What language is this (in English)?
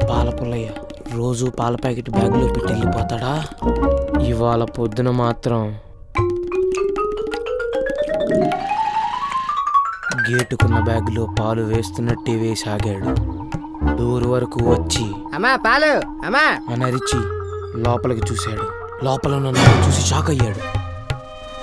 Telugu